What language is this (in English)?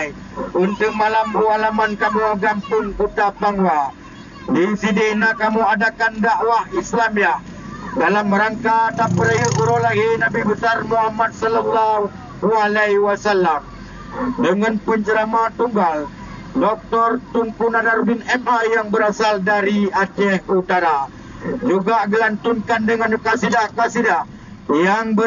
Achinese